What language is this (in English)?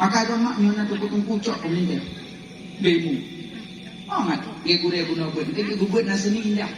Achinese